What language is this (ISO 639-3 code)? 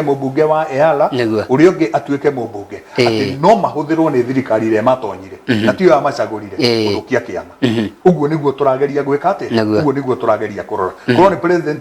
kik